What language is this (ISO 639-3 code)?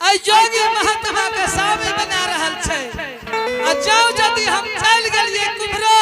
anp